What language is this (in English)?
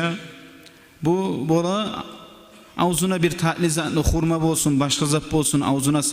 Kumyk